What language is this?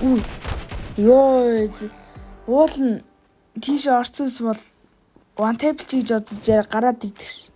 Mongolian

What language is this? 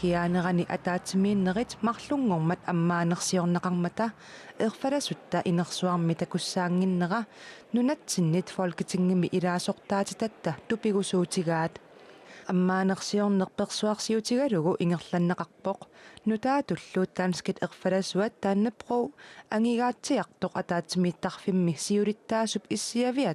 Kalaallisut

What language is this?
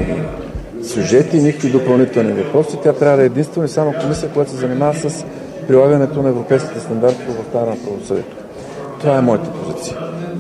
Bulgarian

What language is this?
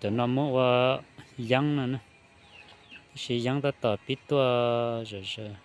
Hmong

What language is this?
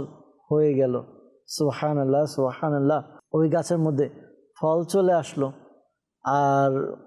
Bangla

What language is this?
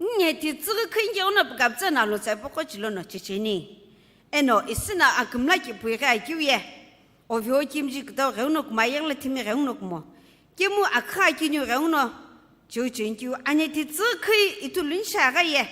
Sumi Naga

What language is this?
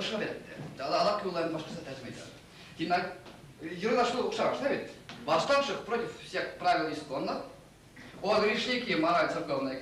Bashkir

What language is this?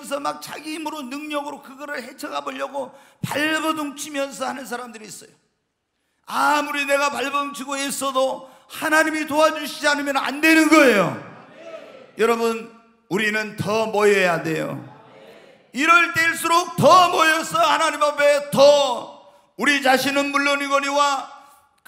Korean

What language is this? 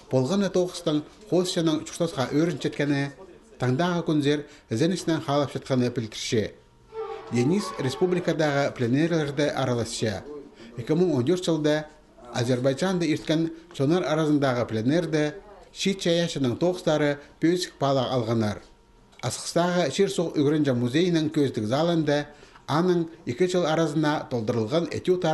Khakas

